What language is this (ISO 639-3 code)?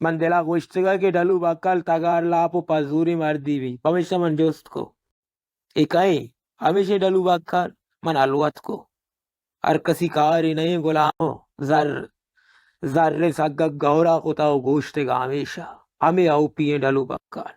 bal